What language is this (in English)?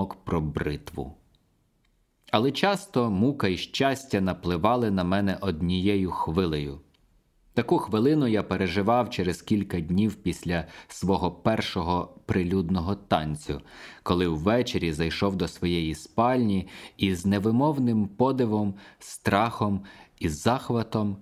Ukrainian